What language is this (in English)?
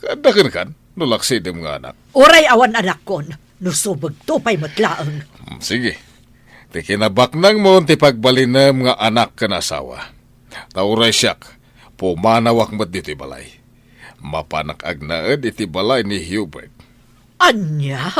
Iloko